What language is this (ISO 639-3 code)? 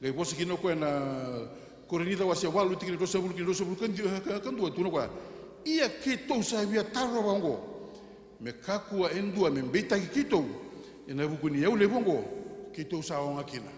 fij